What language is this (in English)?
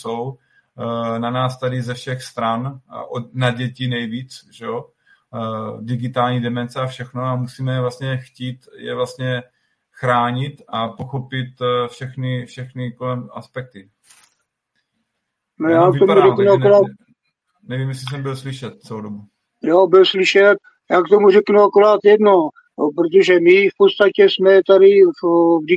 Czech